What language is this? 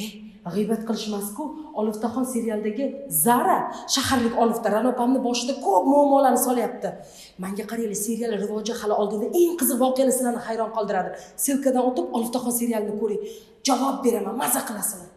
Uzbek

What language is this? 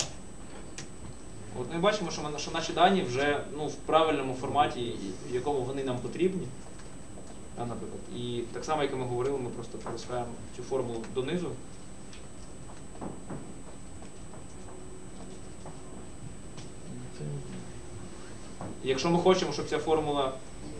Ukrainian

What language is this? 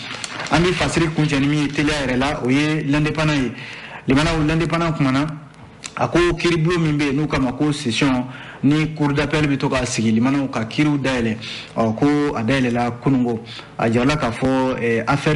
Bambara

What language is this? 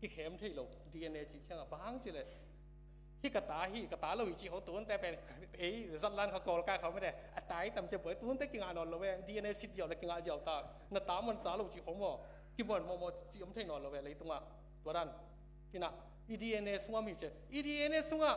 Tedim Chin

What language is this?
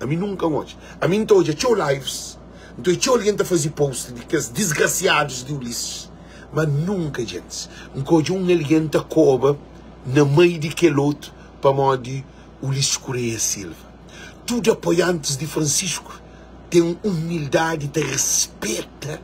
Kabuverdianu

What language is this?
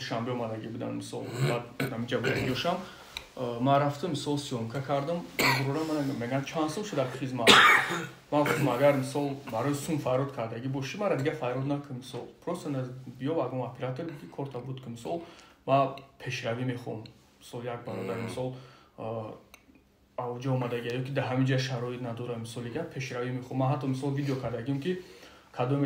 Tajik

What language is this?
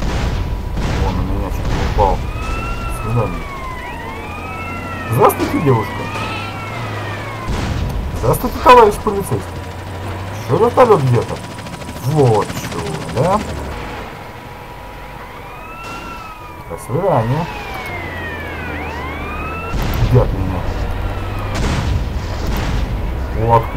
Russian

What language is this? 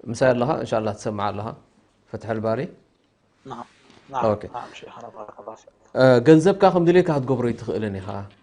Tigrinya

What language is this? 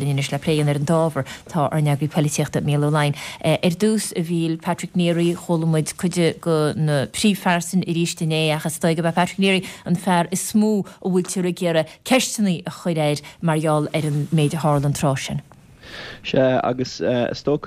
Irish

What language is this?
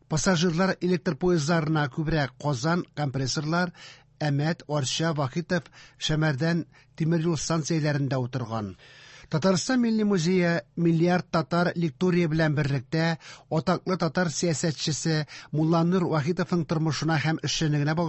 Tatar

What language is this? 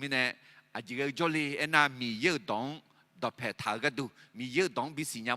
Akha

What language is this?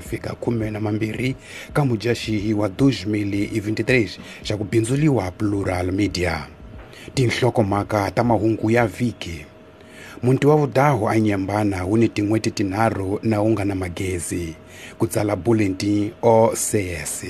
Tsonga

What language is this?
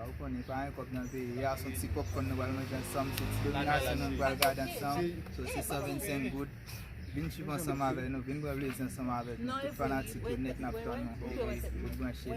Haitian Creole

